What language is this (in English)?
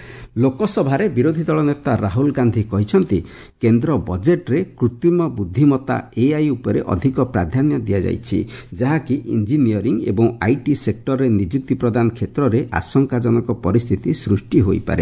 Odia